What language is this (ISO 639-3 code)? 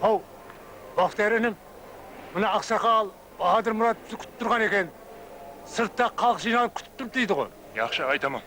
kaa